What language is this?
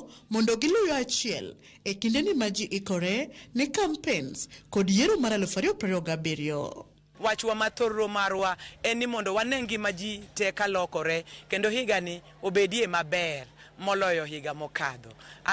Luo (Kenya and Tanzania)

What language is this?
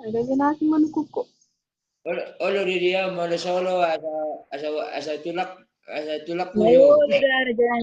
Batak Toba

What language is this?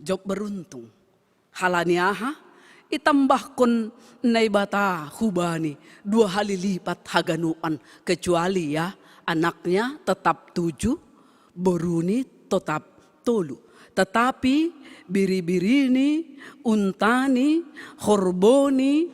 Batak Simalungun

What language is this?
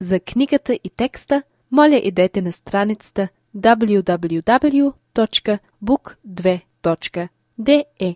Macedonian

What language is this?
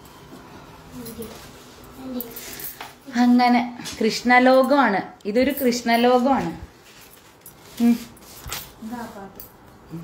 Malayalam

